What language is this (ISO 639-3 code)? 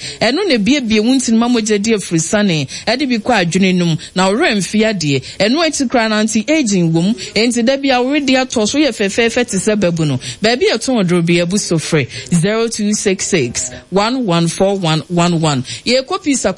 aka